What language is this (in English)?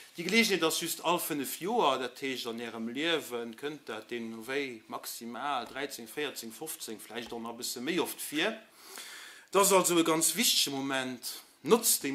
Luxembourgish